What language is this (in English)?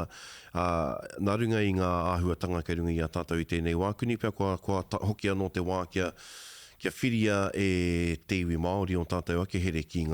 Māori